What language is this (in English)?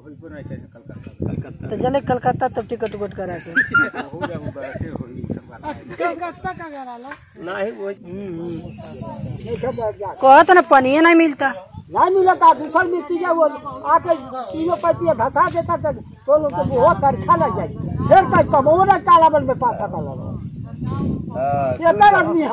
Bhojpuri